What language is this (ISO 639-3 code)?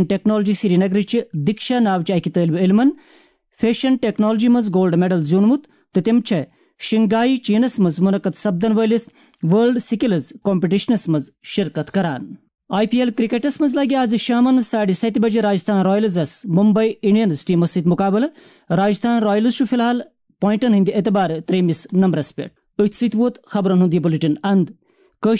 kas